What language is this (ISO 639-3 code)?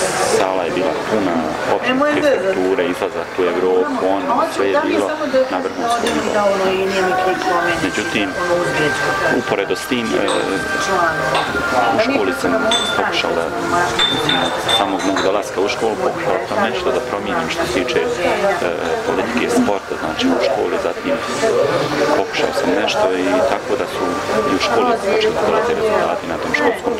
bos